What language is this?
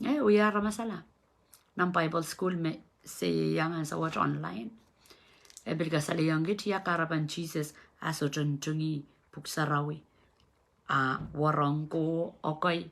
Pohnpeian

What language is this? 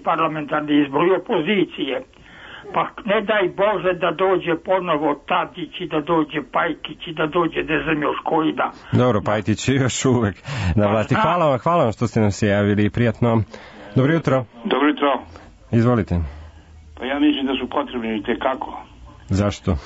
Serbian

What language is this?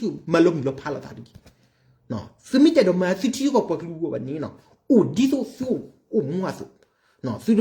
S'gaw Karen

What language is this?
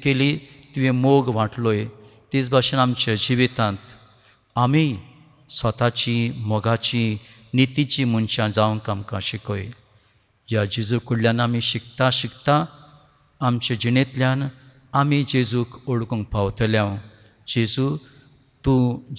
Konkani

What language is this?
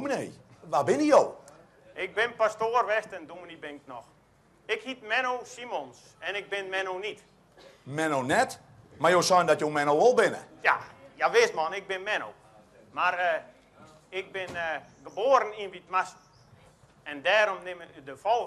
Western Frisian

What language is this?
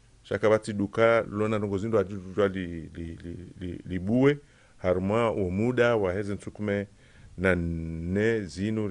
Ngazidja Comorian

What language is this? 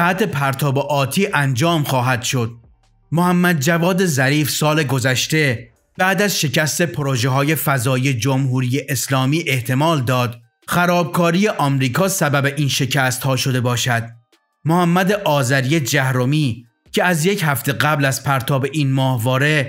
Persian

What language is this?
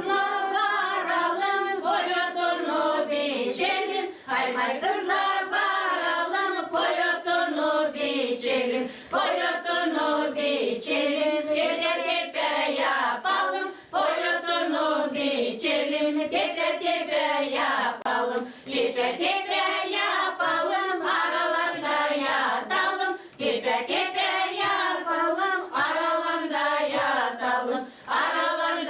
Gagauz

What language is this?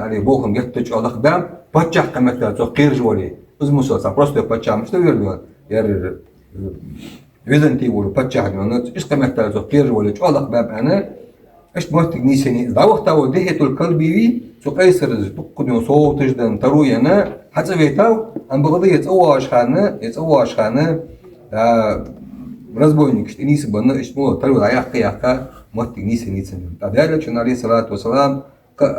Ingush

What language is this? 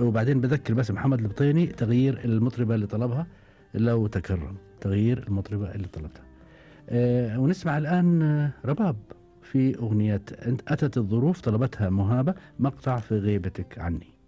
Gulf Arabic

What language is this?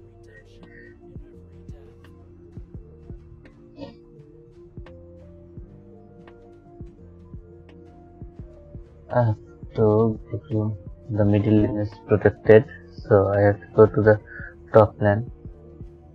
English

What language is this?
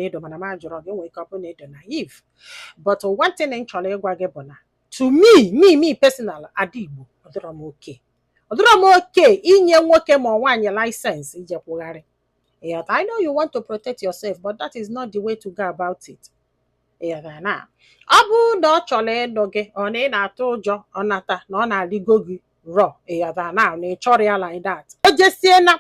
Igbo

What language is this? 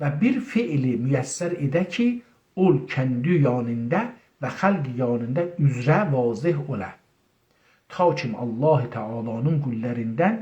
South Azerbaijani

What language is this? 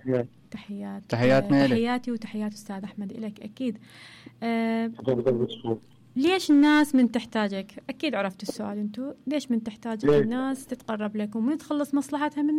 Mesopotamian Arabic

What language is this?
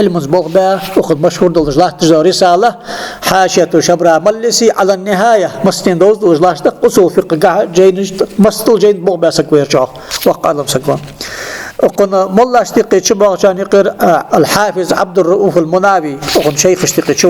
Ingush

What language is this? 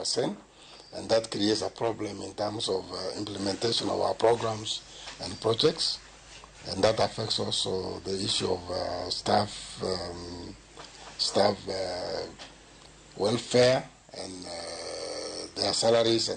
Luo (Kenya and Tanzania)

